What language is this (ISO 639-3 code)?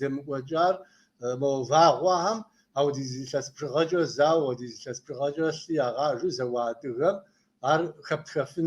kbd